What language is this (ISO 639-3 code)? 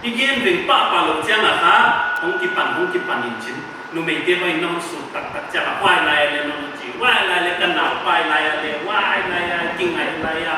pck